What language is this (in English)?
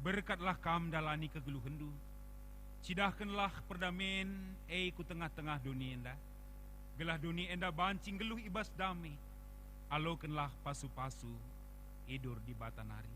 Batak Karo